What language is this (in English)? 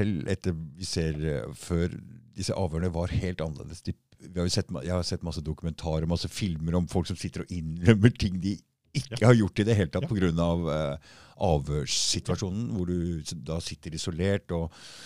Norwegian